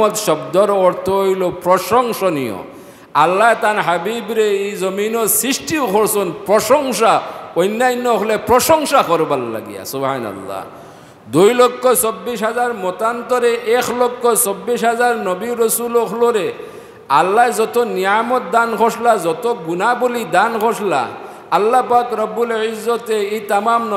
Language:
Sylheti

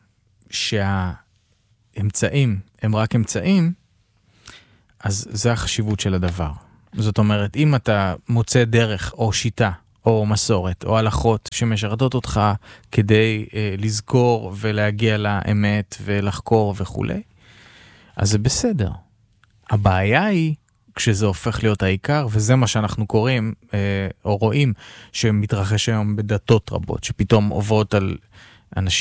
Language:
Hebrew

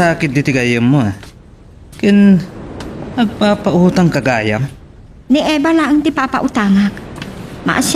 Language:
Iloko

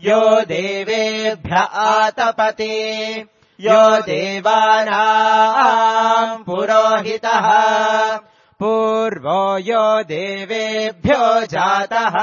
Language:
Sanskrit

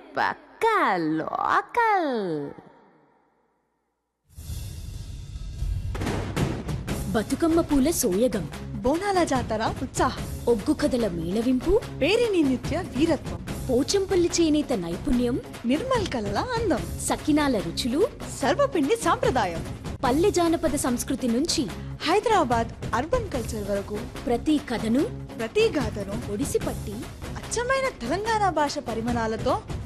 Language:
Telugu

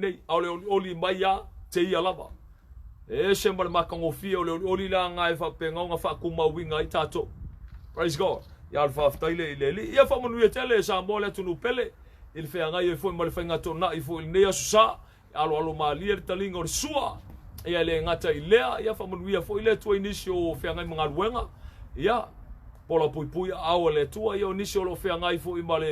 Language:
Samoan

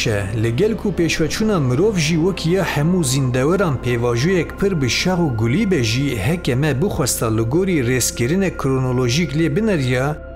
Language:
Kurdish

